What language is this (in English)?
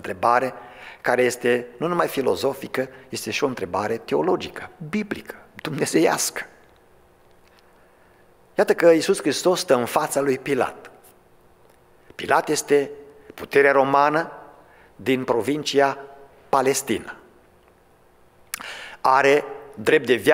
Romanian